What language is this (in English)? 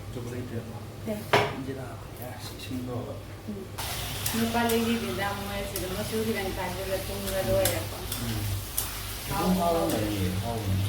Manipuri